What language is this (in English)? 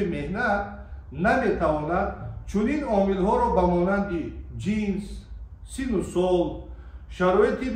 Tajik